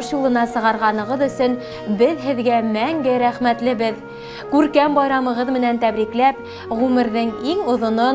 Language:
Bashkir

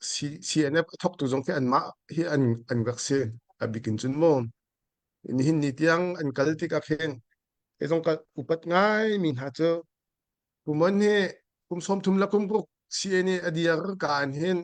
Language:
Hakha Chin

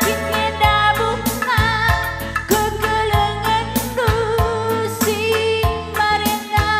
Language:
Batak Karo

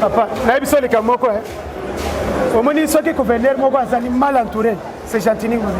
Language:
Lingala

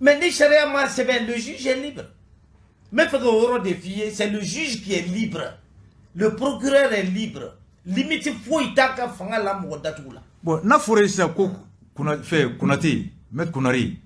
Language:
Bambara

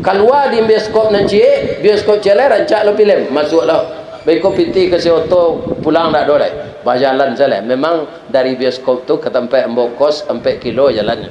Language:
Minangkabau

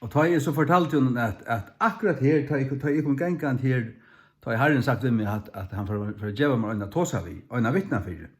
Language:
Faroese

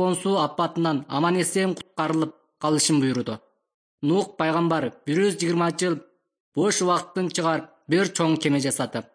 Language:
Kyrgyz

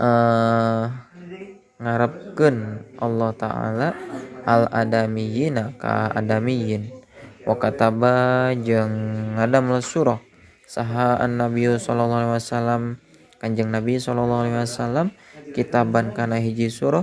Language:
Sundanese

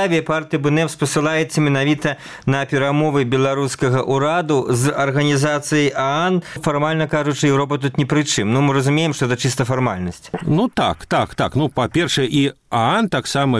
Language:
Belarusian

